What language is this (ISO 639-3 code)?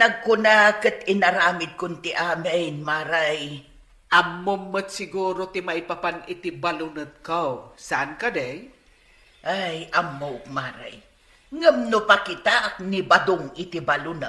ilo